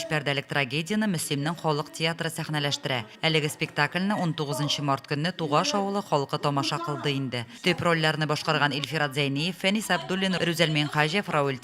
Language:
Tatar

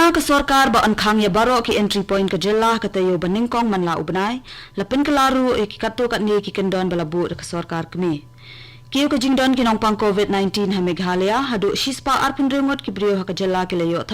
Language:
Khasi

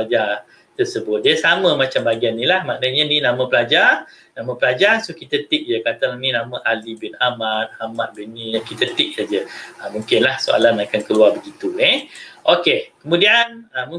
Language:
Malay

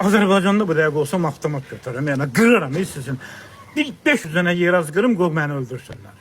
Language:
Azerbaijani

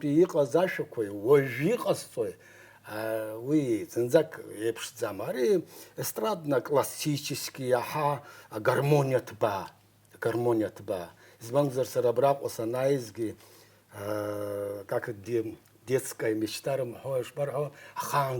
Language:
Abkhazian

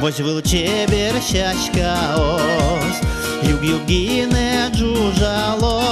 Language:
Udmurt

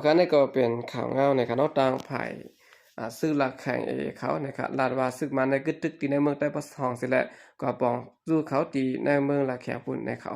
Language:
Shan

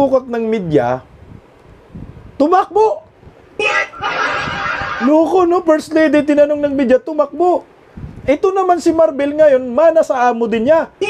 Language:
Filipino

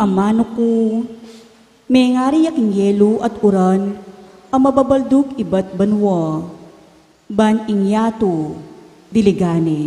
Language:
Pampanga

